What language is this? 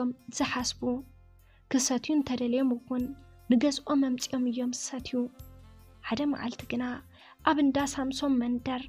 Tigrinya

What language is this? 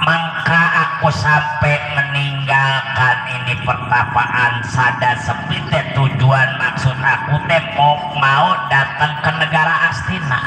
Betawi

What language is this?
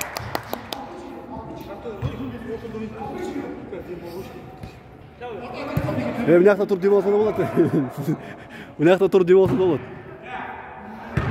Kazakh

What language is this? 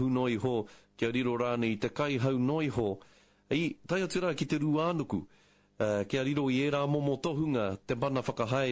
Māori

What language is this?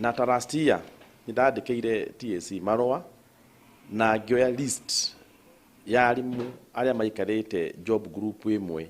Kikuyu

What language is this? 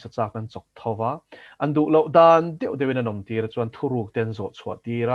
Mizo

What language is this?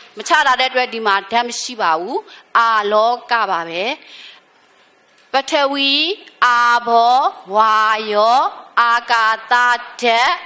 Burmese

